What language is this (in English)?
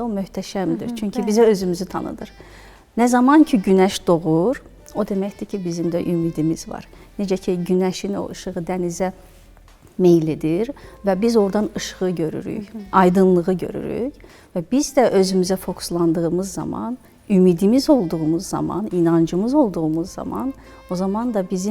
Azerbaijani